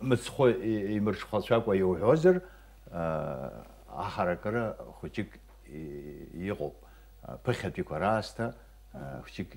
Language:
Abkhazian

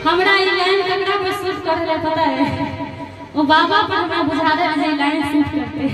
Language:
Maithili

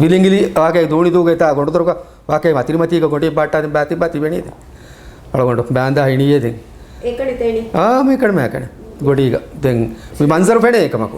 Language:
Divehi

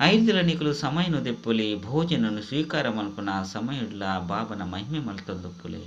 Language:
Tulu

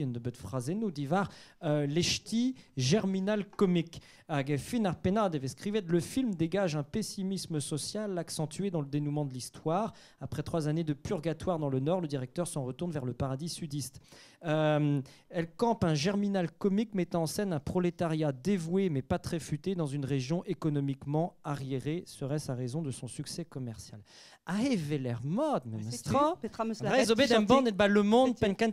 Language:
Breton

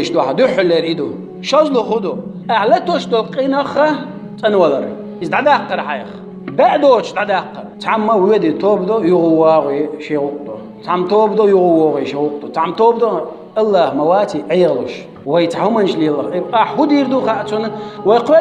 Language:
Chechen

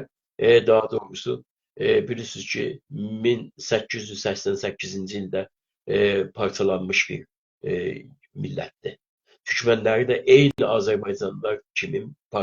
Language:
South Azerbaijani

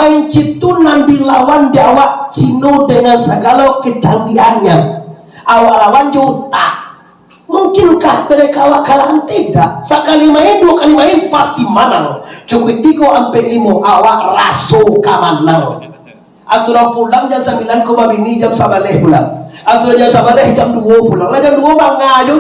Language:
Minangkabau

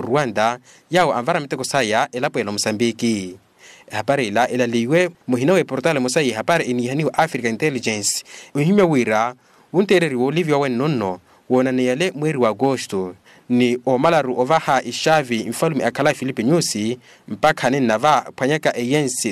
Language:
Makhuwa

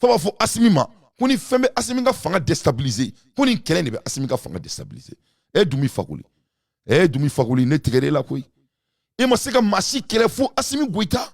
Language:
Bambara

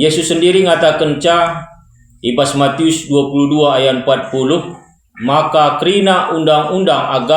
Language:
Batak Karo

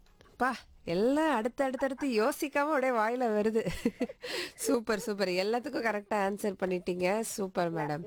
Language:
Tamil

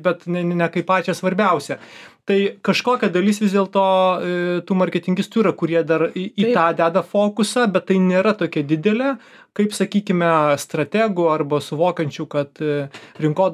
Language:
Lithuanian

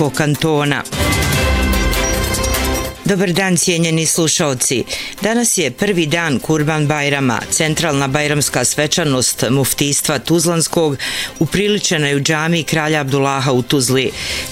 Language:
Bosnian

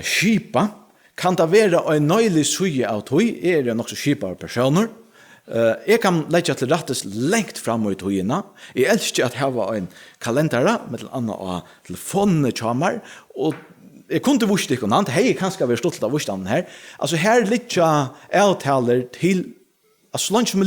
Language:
Faroese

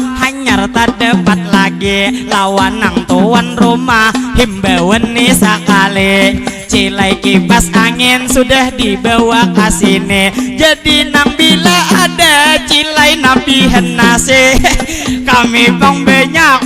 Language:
Banjar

